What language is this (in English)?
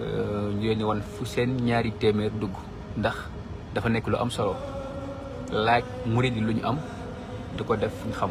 Wolof